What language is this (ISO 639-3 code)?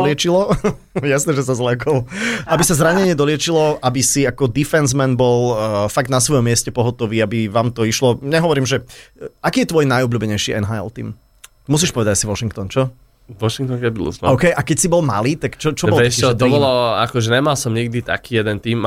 slk